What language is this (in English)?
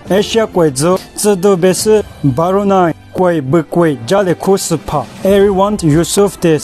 Lisu